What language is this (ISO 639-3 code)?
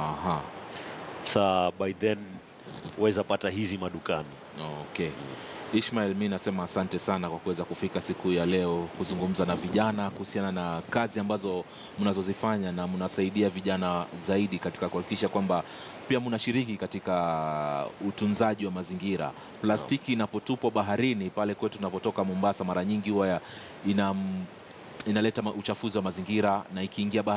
swa